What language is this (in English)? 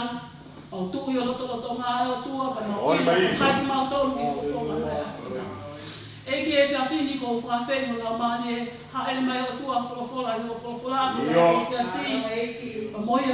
Tongan